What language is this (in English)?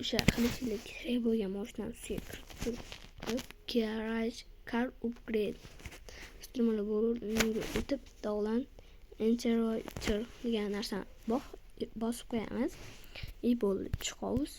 Uzbek